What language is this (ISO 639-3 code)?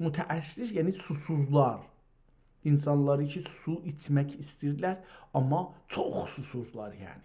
azb